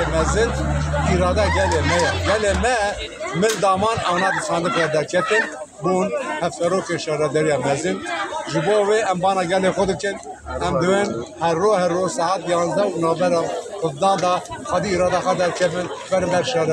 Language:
Kurdish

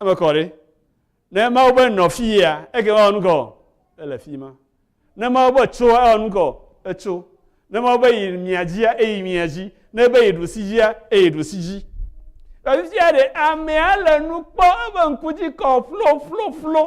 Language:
Ewe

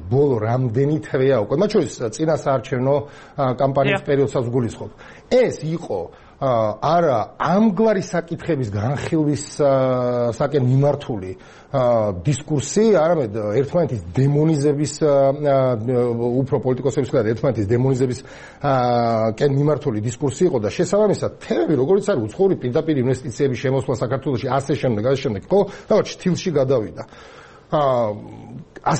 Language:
Georgian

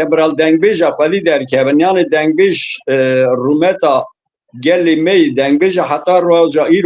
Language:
Kurdish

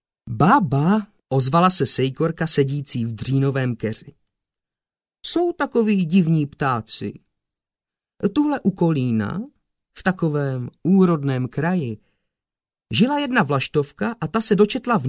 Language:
Czech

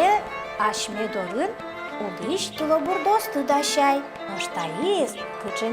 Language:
Udmurt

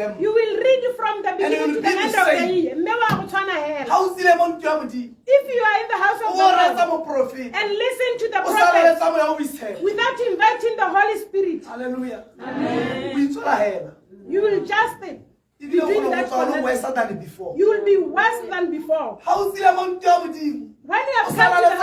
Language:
Tswana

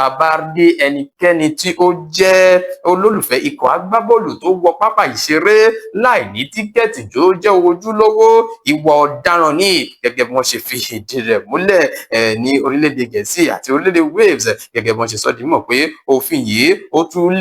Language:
Yoruba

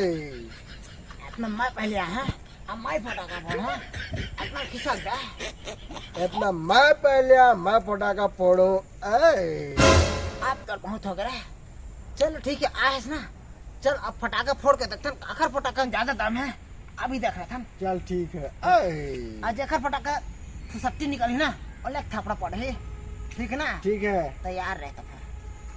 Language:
Chhattisgarhi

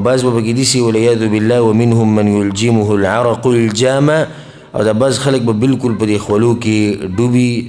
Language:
Pashto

